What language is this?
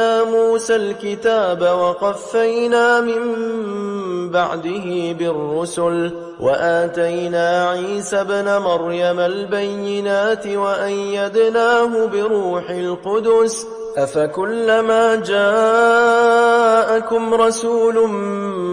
Arabic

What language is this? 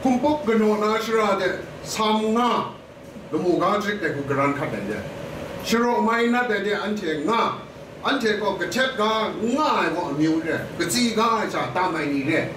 Kachin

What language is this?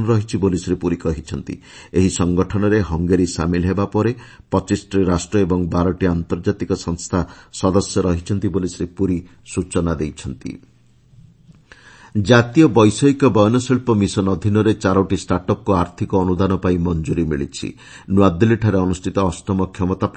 Odia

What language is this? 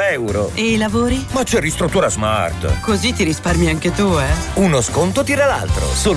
Italian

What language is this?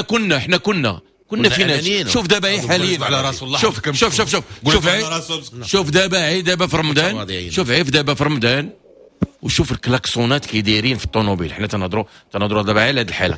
Moroccan Arabic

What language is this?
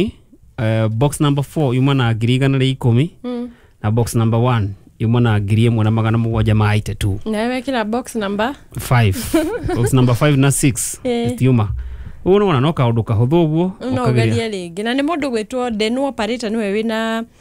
Kikuyu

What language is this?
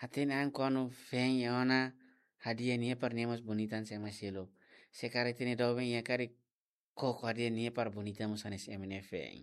Tetum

